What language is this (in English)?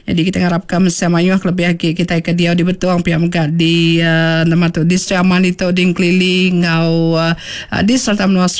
Iban